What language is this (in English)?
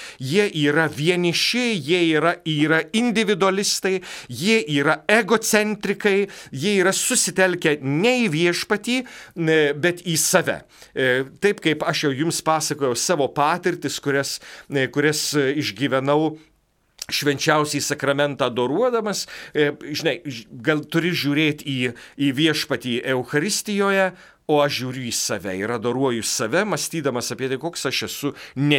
Lithuanian